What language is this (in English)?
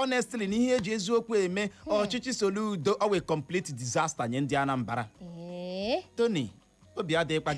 Igbo